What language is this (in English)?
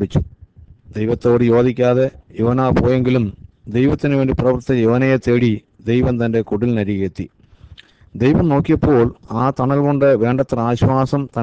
Malayalam